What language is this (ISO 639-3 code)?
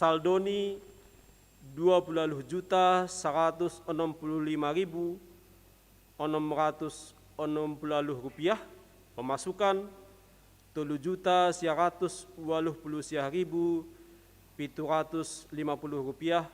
bts